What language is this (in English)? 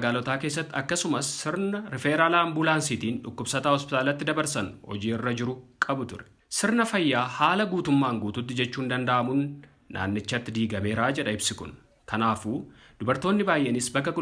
Oromo